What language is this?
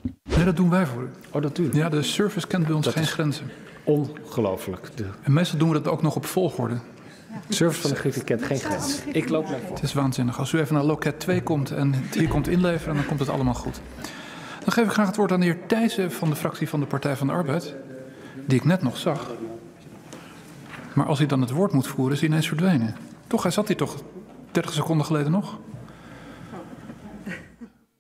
Dutch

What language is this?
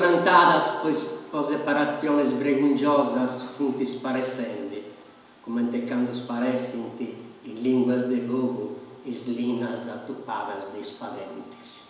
Sardinian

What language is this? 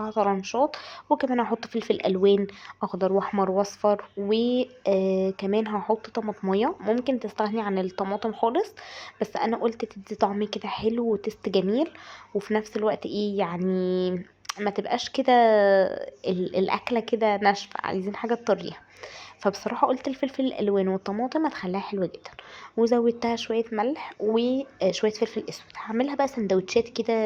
Egyptian Arabic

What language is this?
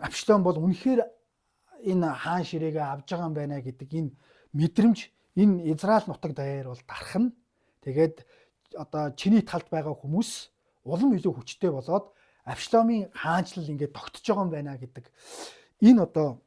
Mongolian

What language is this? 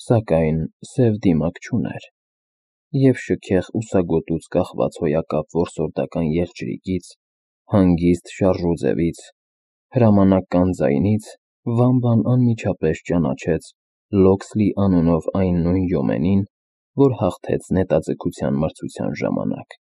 Armenian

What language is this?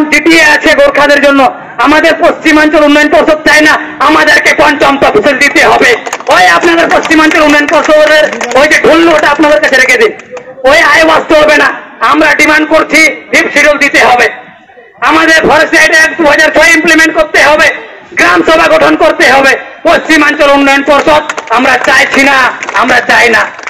Santali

